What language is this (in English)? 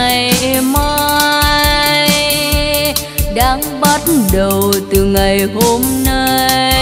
Vietnamese